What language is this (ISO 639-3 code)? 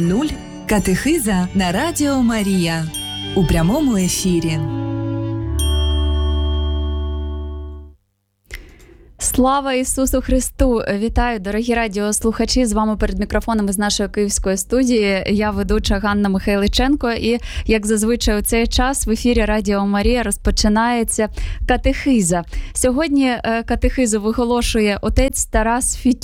ukr